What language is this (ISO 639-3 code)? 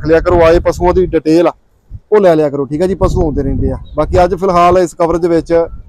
pan